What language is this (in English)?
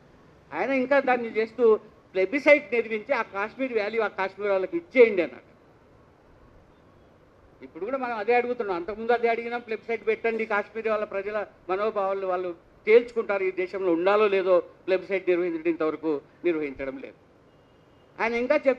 Telugu